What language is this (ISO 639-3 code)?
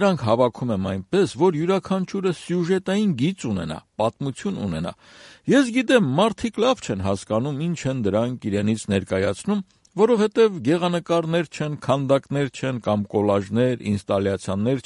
hye